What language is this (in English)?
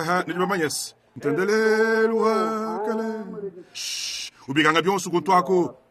Luba-Lulua